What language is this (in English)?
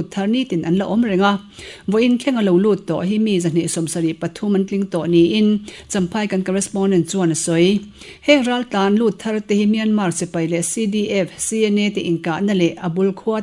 Mizo